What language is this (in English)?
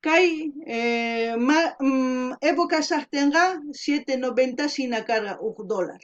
South Bolivian Quechua